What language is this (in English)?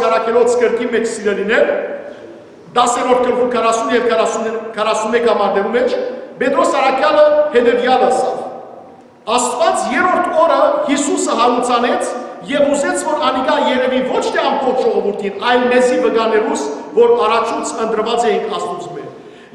Western Armenian